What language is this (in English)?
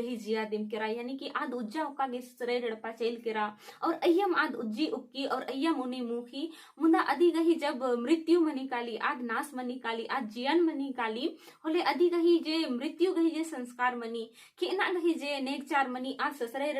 Kurukh